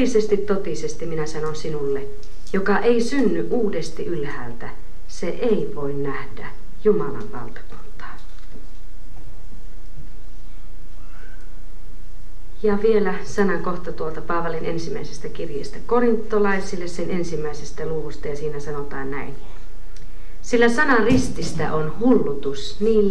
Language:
Finnish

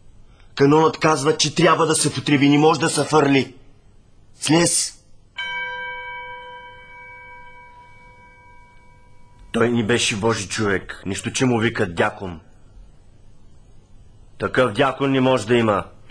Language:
Bulgarian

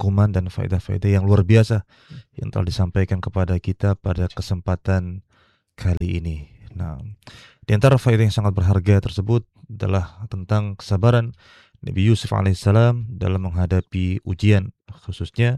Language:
Indonesian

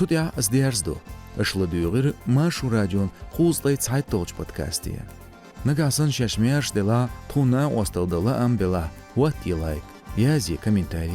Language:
Chechen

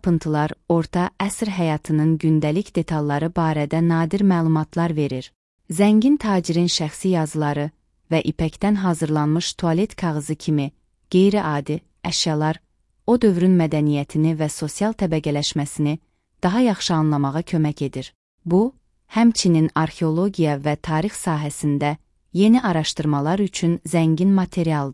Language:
Azerbaijani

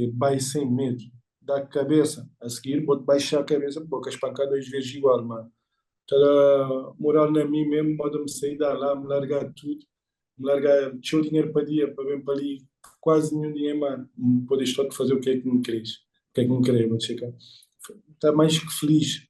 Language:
Kabuverdianu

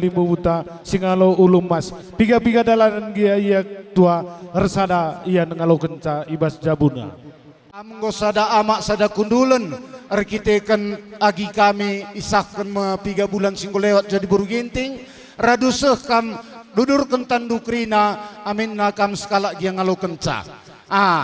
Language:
Batak Karo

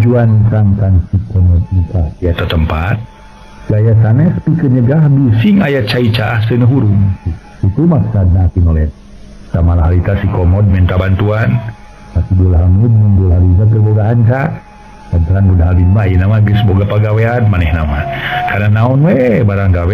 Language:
Sundanese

